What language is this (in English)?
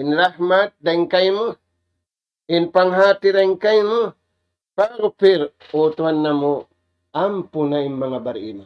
Tausug